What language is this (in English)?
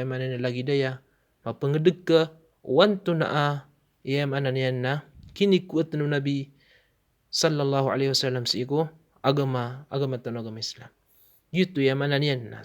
Maranao